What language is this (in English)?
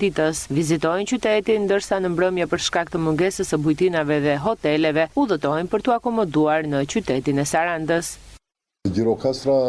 Albanian